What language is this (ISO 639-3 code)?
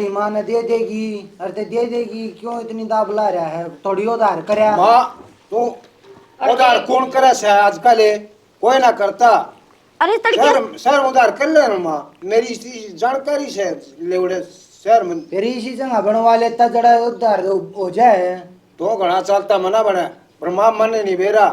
bgc